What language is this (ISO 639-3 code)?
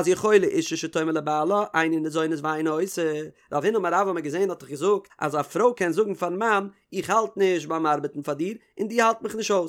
yid